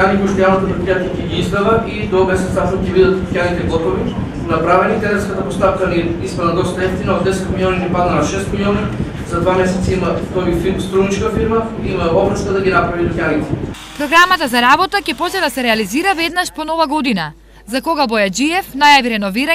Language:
Macedonian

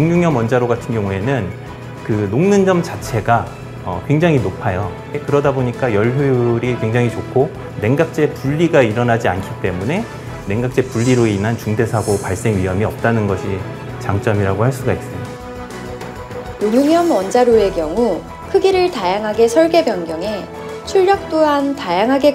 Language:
Korean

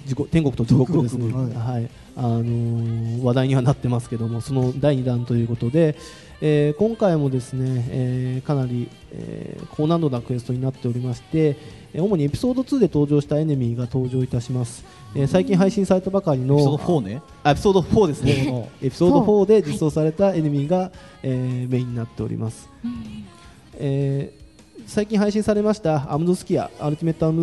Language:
Japanese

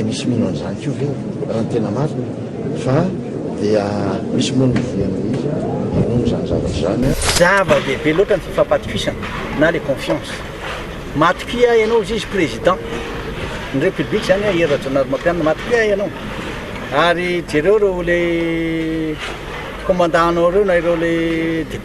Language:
Malagasy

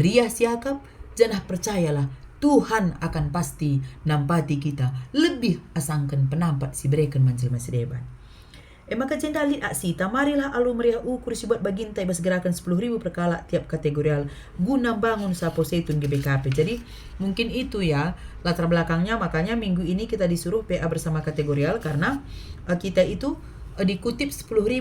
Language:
Batak Karo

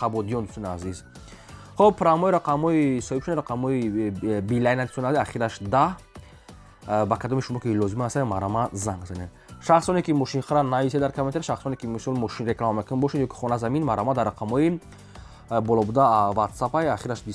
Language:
Tajik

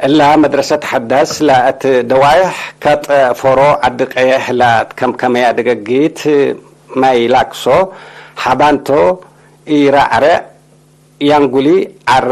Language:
Tigre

